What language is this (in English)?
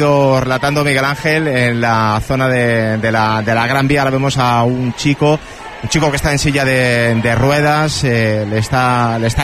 Spanish